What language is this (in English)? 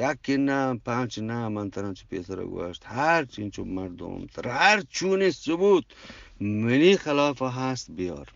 Eastern Balochi